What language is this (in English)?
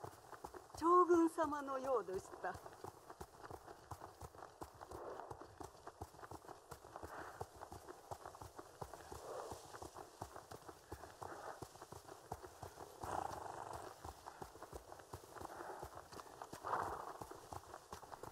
Japanese